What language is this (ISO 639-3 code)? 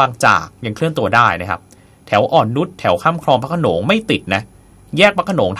tha